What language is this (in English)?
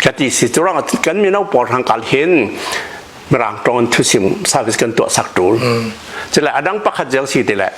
Hakha Chin